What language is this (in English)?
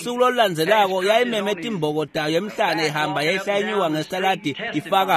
Swati